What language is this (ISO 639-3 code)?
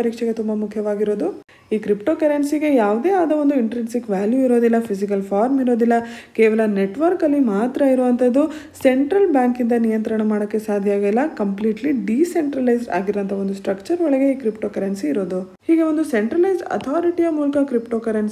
kan